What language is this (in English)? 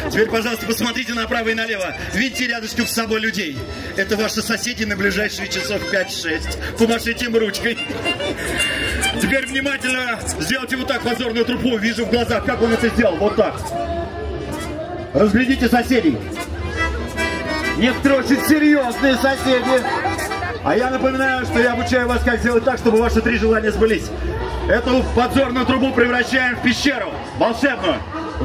Russian